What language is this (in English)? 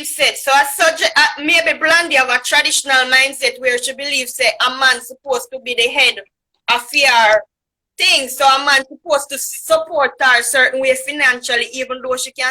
Jamaican Creole English